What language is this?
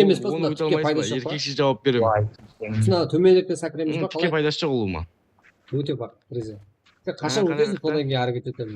Kara-Kalpak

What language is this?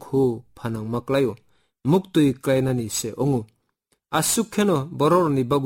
Kok Borok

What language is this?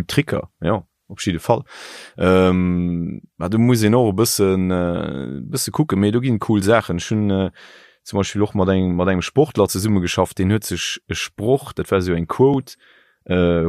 Luxembourgish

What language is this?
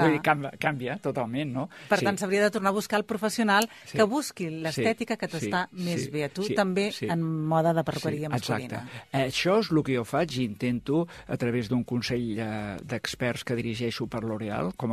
Catalan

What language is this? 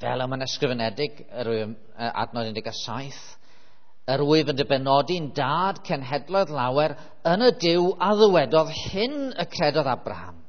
Welsh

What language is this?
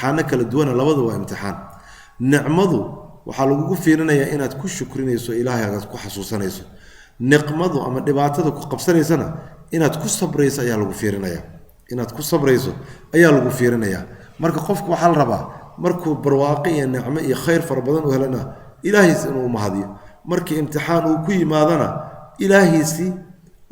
Somali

